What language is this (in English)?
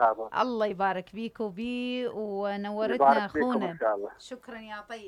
Mesopotamian Arabic